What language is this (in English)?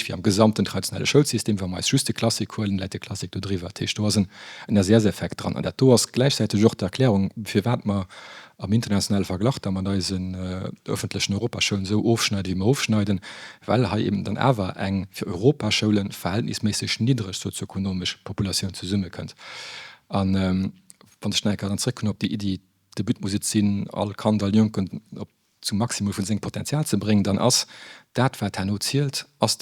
Luxembourgish